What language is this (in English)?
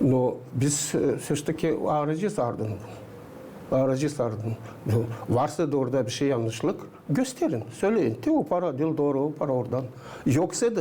Gagauz